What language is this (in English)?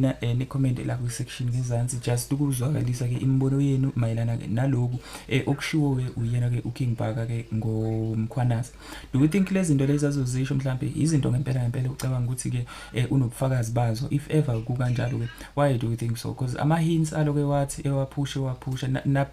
Zulu